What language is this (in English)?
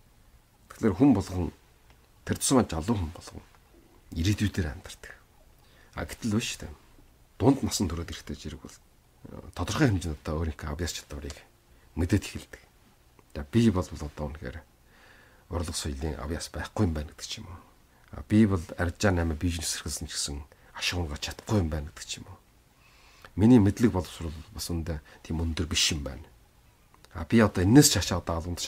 Mongolian